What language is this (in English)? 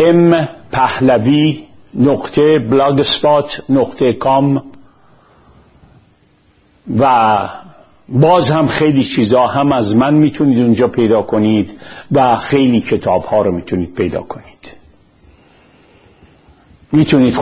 Persian